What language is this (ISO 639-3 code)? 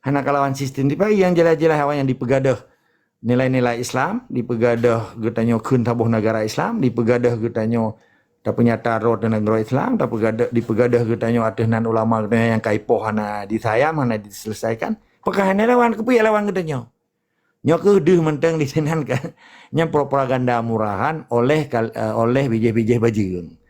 ace